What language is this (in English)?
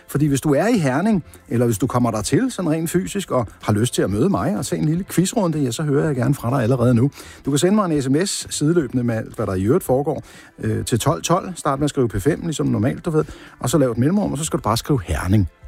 Danish